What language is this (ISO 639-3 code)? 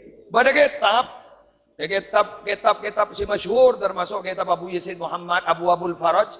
mad